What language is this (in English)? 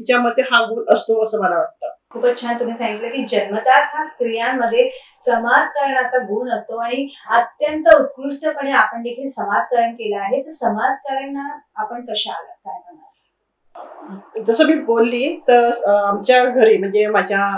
Marathi